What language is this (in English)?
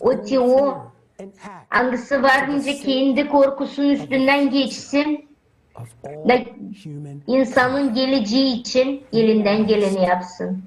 Gagauz